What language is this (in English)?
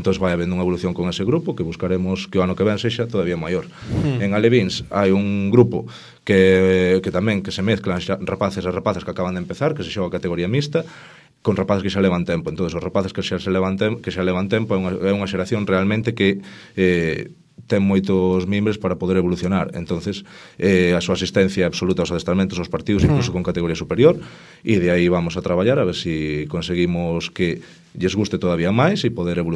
Galician